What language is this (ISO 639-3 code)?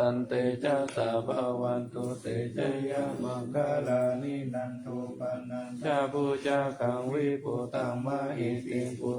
pli